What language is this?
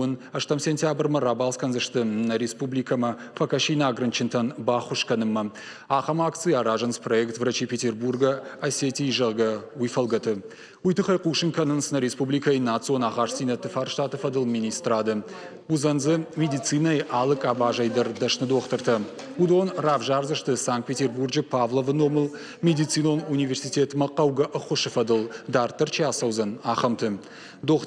Ossetic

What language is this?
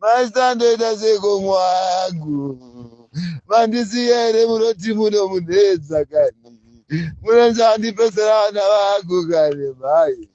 Shona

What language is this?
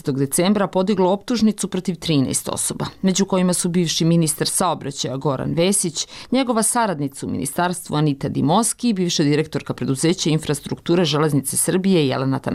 Bosnian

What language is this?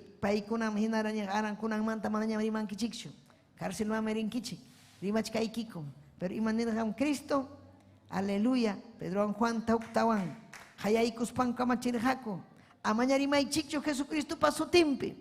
Ayacucho Quechua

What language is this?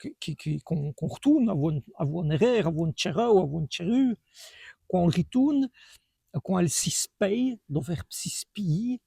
Walloon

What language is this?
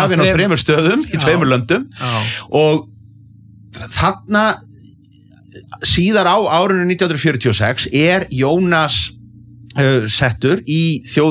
Icelandic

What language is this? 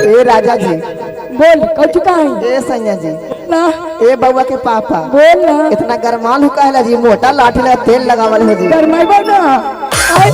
Magahi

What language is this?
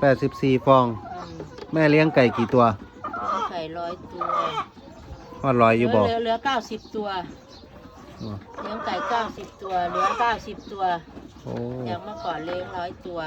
Lao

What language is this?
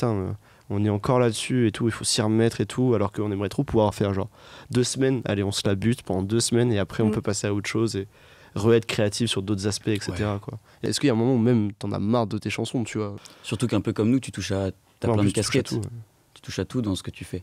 French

